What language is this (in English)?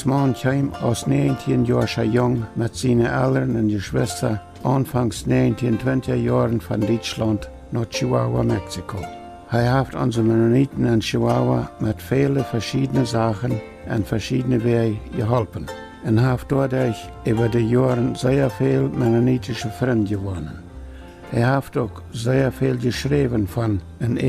Plautdietsch